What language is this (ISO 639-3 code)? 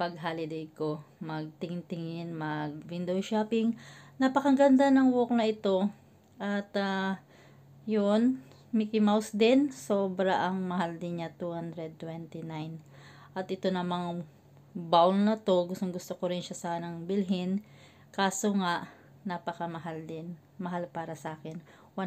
fil